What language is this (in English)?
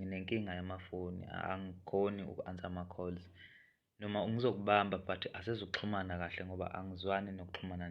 Zulu